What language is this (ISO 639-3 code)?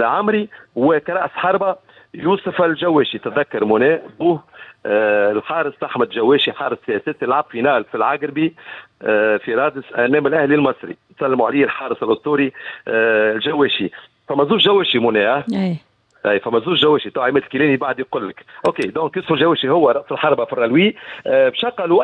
aeb